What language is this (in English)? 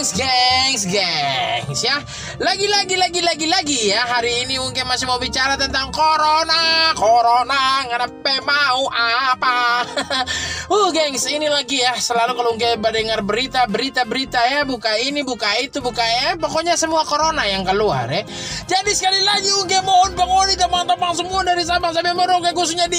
Manado Malay